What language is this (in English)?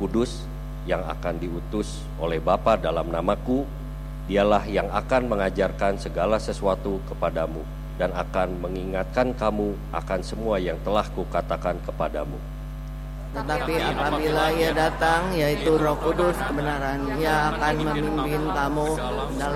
Indonesian